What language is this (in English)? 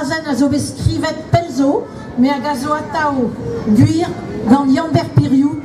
Breton